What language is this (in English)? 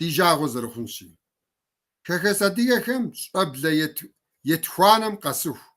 Kabardian